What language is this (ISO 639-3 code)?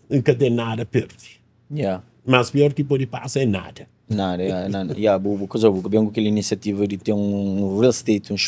kea